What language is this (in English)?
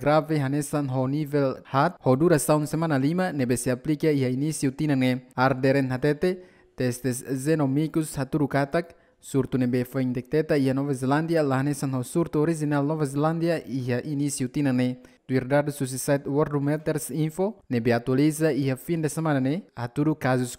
Tetum